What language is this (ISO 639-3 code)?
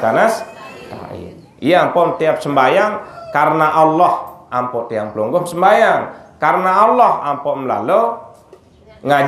sas